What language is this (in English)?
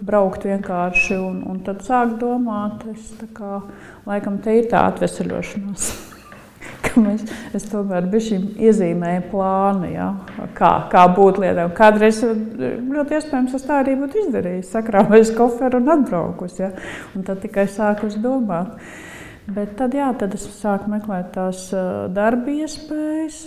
Latvian